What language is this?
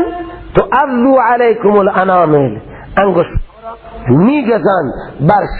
Persian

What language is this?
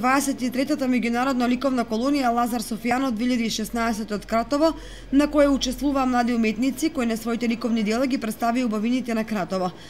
Macedonian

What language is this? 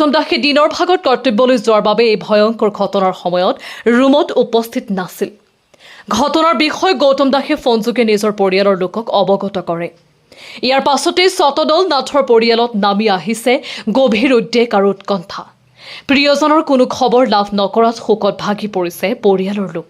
Assamese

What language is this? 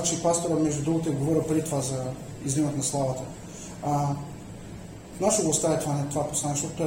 Bulgarian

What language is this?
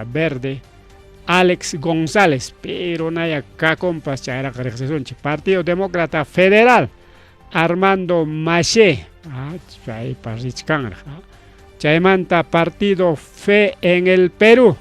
Ayacucho Quechua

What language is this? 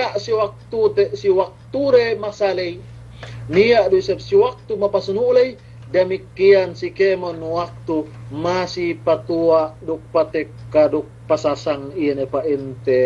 Yakan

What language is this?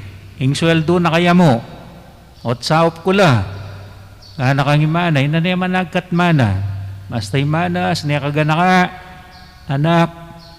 Pampanga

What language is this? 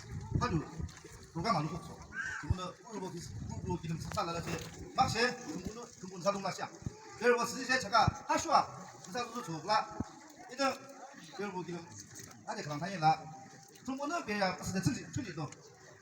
Yimchungru Naga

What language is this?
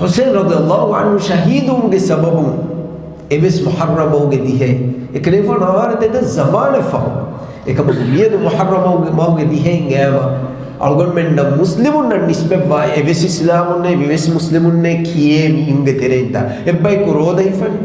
Divehi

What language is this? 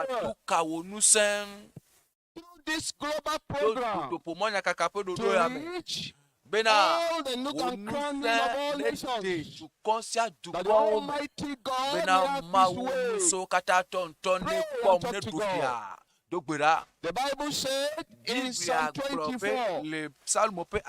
Ewe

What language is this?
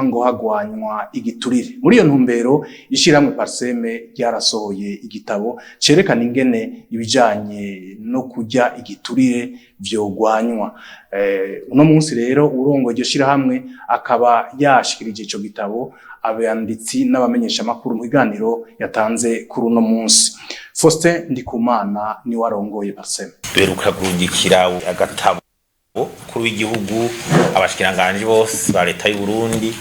Rundi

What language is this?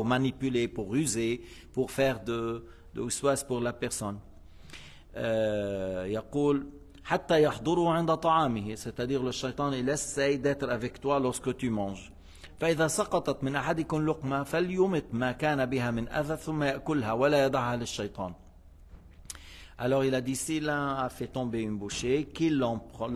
French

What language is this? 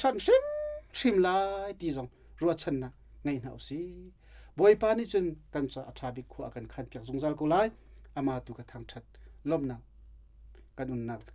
Hakha Chin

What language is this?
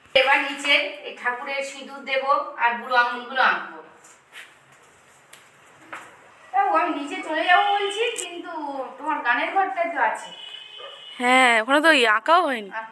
Bangla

